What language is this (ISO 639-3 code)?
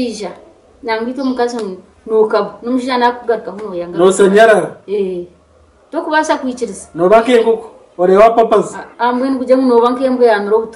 nyn